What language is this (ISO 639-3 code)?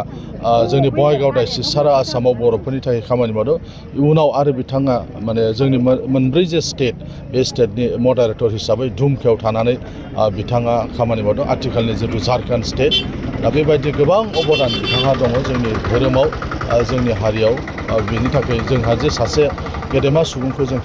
brx